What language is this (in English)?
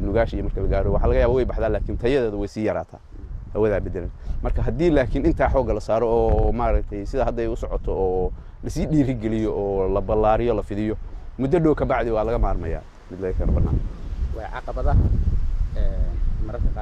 Somali